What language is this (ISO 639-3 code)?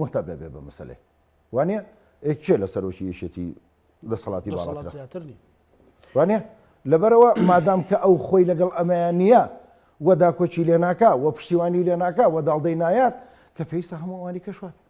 ckb